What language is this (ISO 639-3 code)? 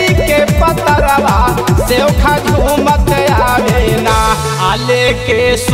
bho